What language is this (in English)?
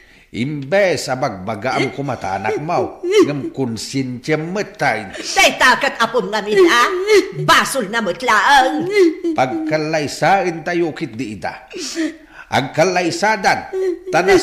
Iloko